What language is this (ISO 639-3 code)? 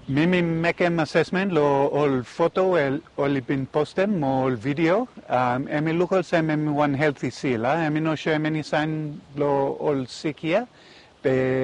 bis